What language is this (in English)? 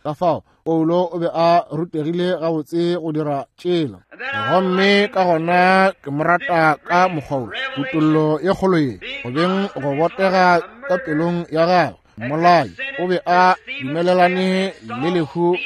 Northern Sotho